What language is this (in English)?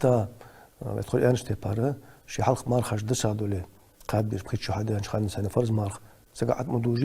Ingush